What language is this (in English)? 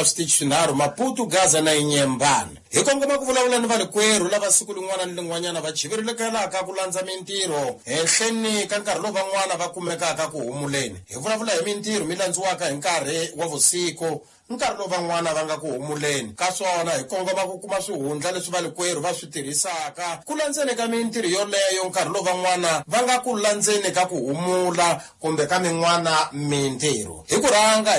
Tsonga